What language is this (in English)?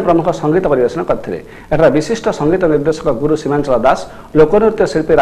Odia